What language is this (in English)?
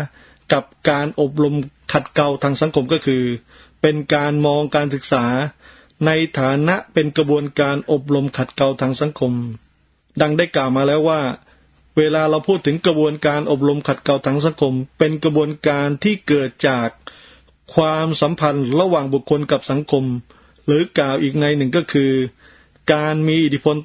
Thai